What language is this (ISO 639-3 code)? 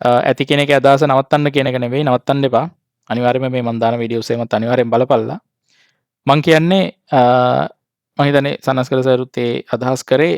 sin